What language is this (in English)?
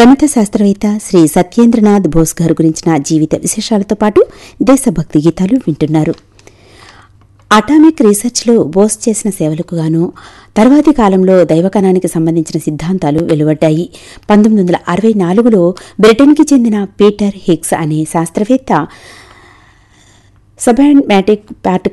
Telugu